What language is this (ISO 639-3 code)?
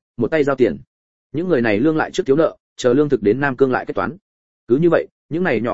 vie